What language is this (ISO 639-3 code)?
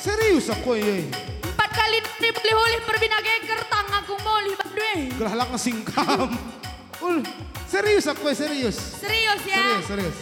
btx